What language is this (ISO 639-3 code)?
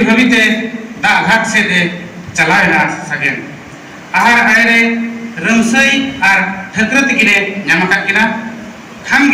sat